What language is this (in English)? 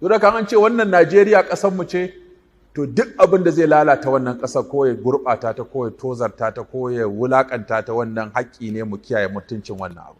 Hausa